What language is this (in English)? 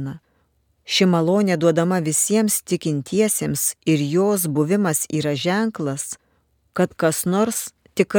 Lithuanian